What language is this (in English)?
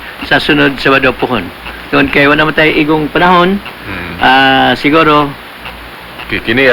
Cebuano